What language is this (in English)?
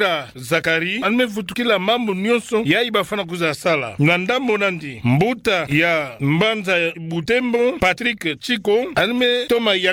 Kituba (Democratic Republic of Congo)